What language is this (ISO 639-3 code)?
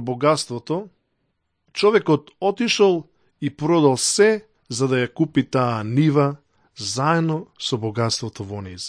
mkd